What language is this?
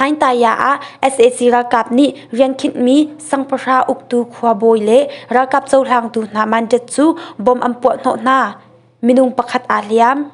Hakha Chin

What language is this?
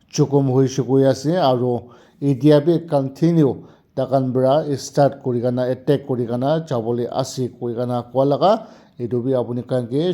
Naga Pidgin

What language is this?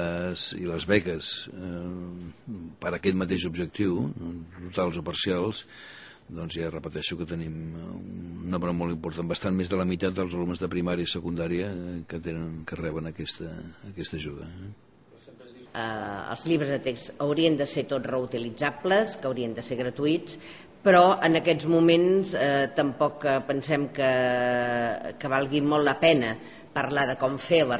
Catalan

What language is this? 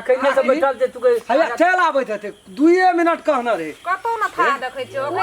Maithili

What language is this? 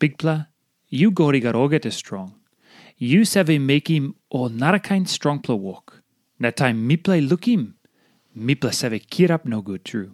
Tok Pisin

